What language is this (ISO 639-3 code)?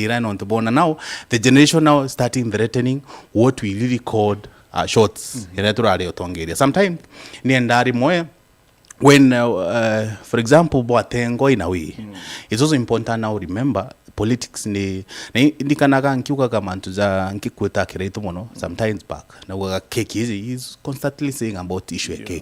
mer